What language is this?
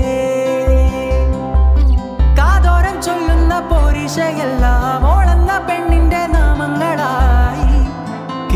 Malayalam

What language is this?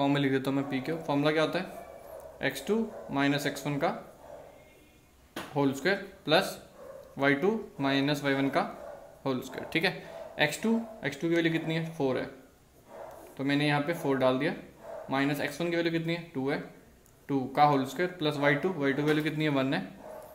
Hindi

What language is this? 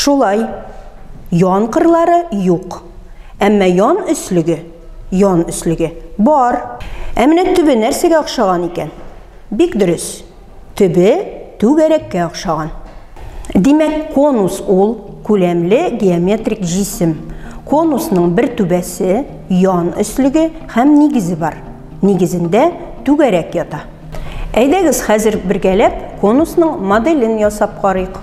Tatar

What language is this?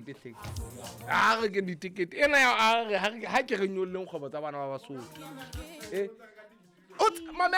Southern Sotho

